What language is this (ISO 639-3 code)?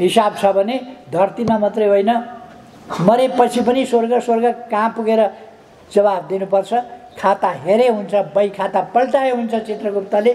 nep